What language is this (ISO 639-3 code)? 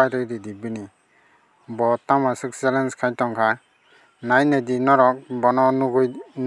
trp